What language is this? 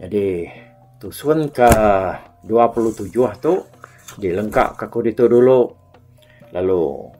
Iban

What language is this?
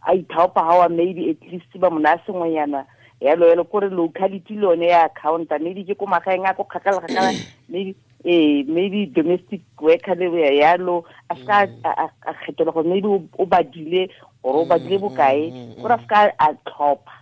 Tswana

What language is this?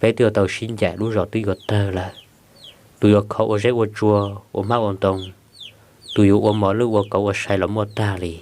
Hmong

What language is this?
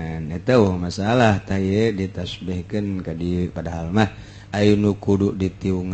Sundanese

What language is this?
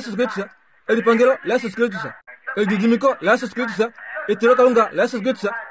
Kuanyama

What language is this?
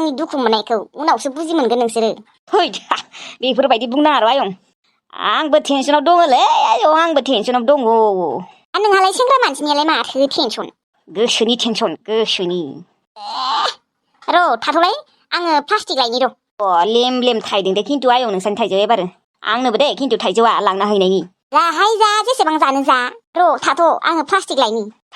Bodo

